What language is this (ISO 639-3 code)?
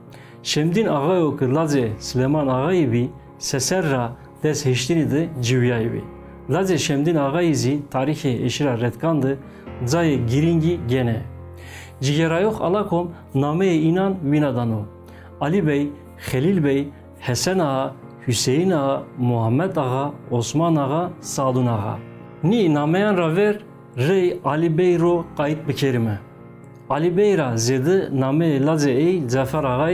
zza